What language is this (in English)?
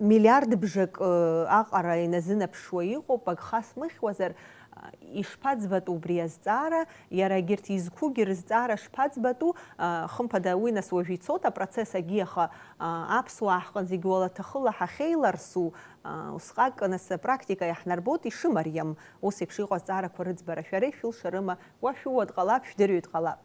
Abkhazian